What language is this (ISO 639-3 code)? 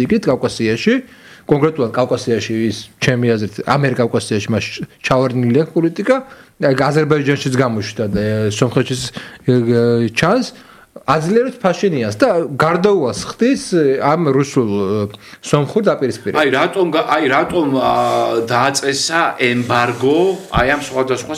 kat